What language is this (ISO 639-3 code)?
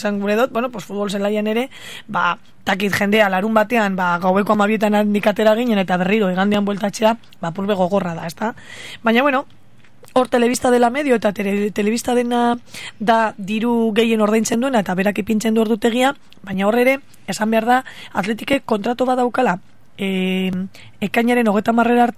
eus